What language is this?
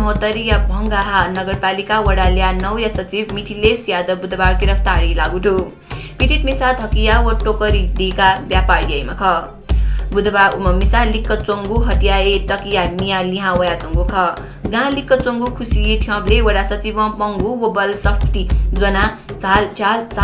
Newari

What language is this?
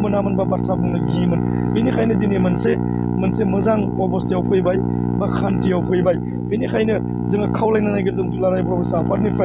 Bodo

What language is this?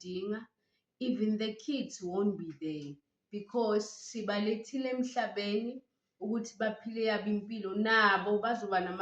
Zulu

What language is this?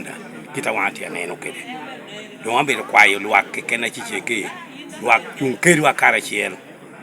Lango (Uganda)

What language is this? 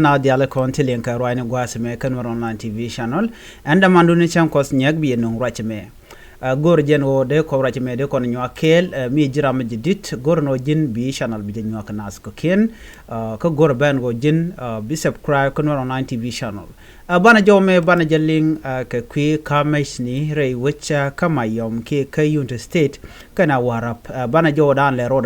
Nuer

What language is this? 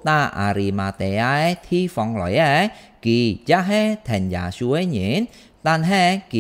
Hakka Chinese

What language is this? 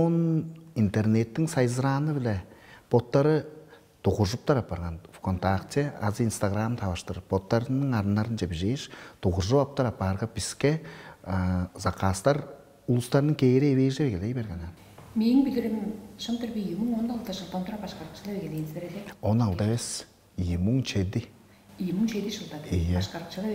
Tuvinian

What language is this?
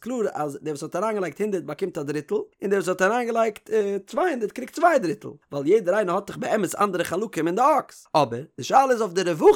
Yiddish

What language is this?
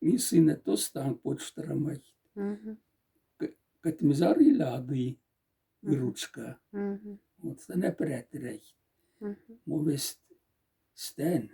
Moksha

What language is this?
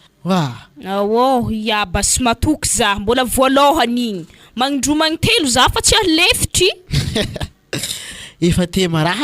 Malagasy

